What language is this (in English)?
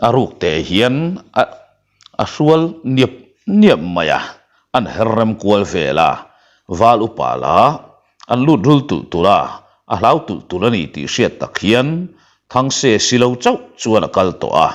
Mizo